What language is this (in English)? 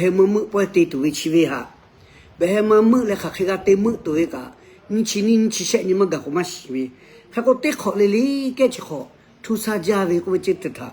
Lahu